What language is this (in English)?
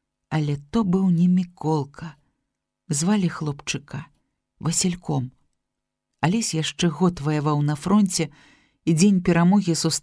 Belarusian